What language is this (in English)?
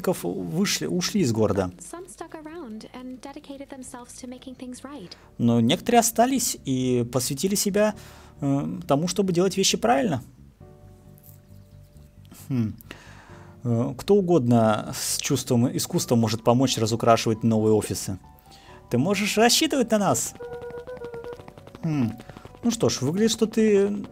Russian